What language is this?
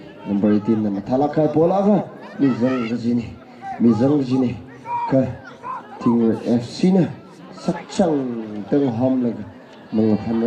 Tangkhul Naga (India)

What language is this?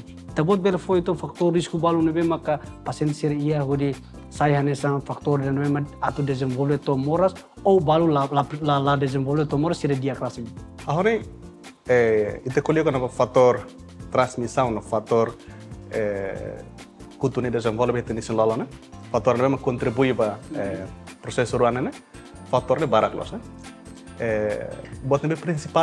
Tetum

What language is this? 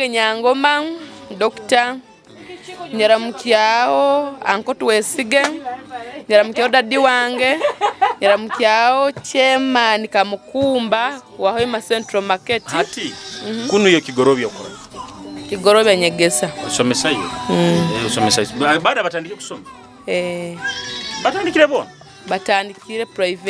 Nyoro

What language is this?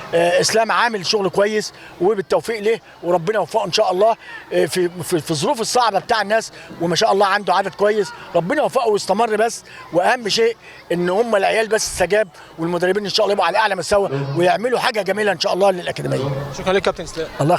Egyptian Arabic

